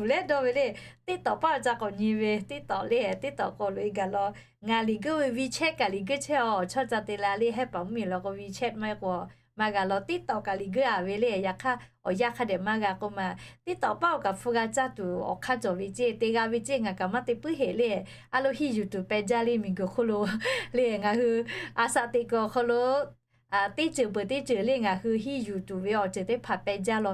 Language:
Lahu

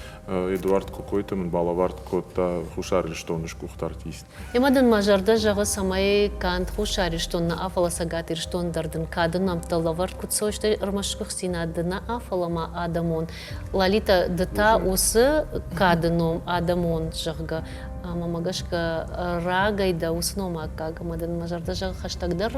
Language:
Ossetic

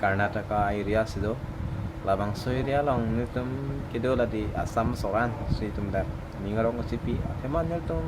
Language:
Karbi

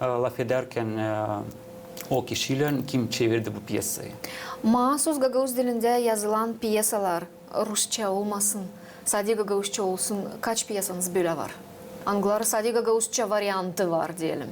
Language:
Gagauz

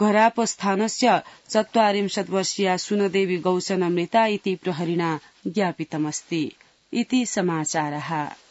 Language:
Sanskrit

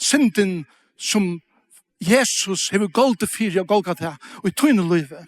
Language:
Faroese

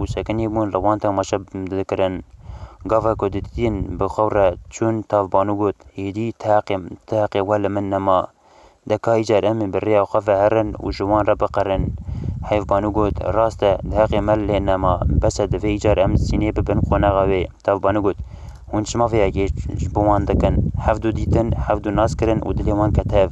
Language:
Kurdish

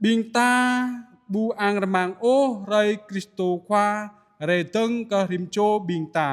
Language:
Jarai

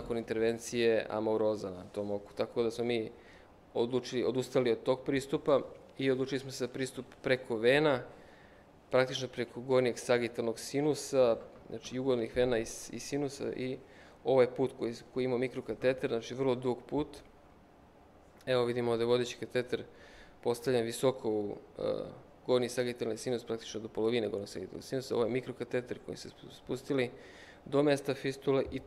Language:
Serbian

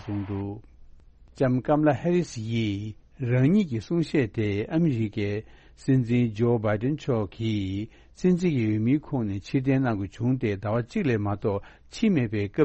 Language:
Tibetan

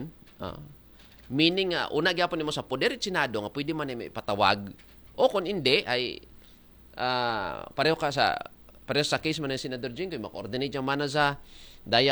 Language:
Aklanon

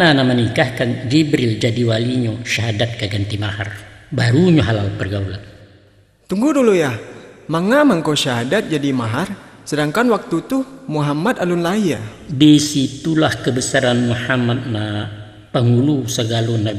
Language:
Minangkabau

